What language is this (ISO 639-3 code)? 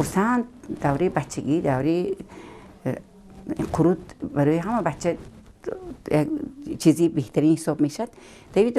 tgk